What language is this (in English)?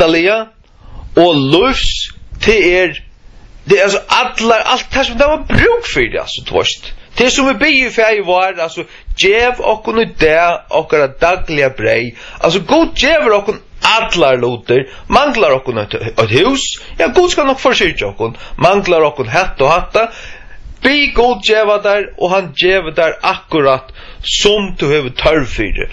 Faroese